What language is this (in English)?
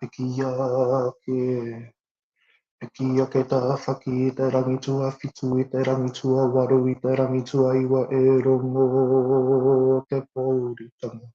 Māori